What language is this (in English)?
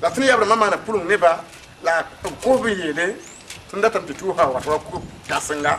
Mossi